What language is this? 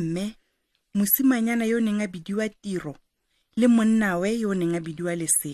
Tswana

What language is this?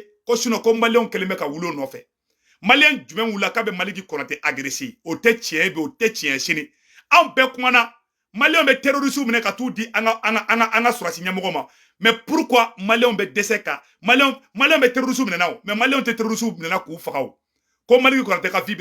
Bambara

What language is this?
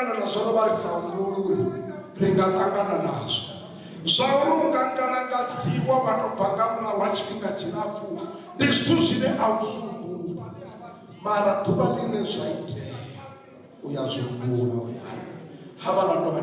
Venda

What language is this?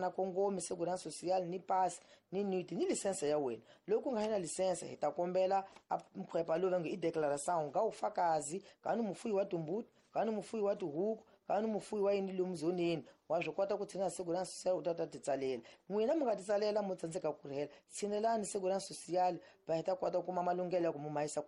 Tsonga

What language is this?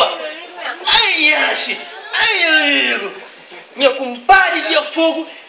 Kabuverdianu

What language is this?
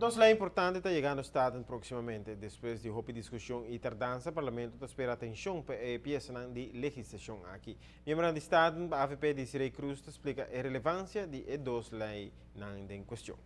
Papiamento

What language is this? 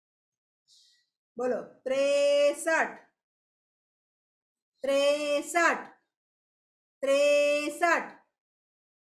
Gujarati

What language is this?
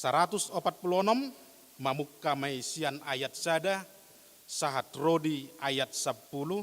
Batak Toba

